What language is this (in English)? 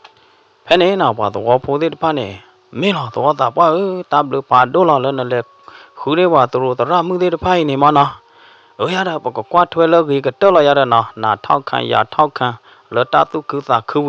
S'gaw Karen